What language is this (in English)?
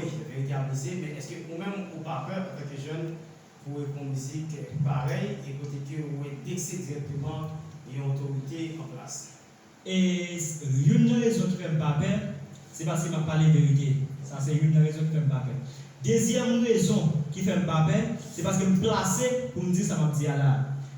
Haitian Creole